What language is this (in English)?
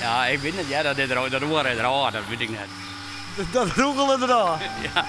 Western Frisian